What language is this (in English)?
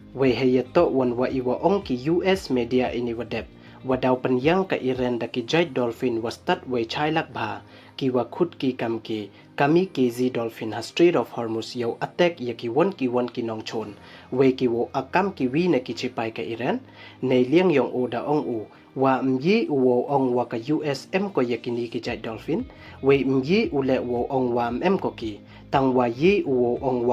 Pnar